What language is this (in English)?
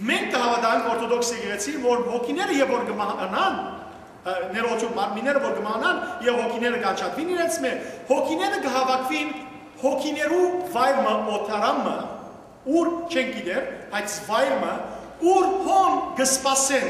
Western Armenian